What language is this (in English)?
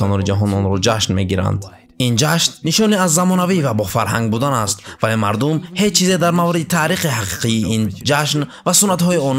Tajik